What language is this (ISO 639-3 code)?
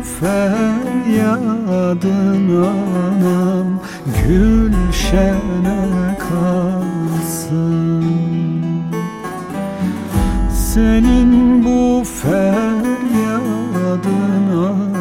tur